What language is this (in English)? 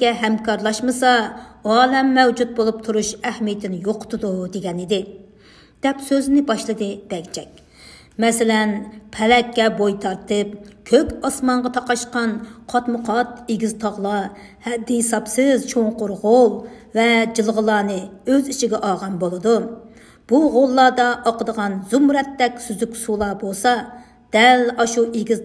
Uyghur